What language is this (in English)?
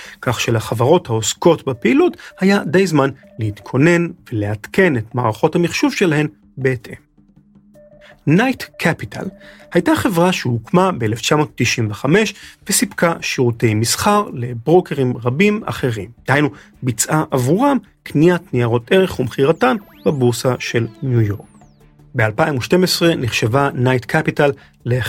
Hebrew